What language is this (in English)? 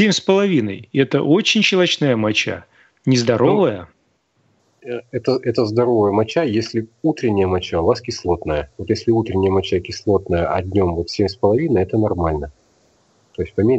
Russian